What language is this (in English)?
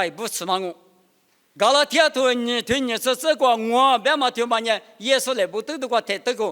Lisu